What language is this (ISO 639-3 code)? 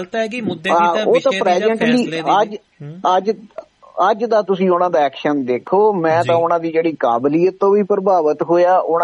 pan